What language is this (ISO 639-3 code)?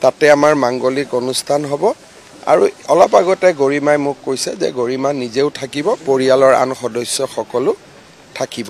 asm